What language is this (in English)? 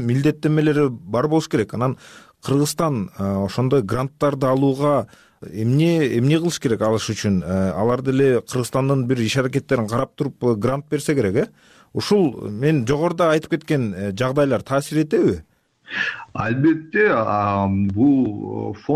Kyrgyz